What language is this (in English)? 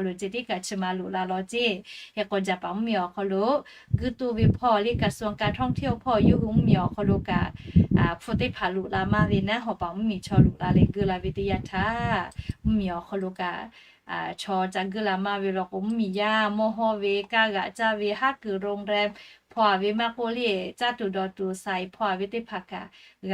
Lahu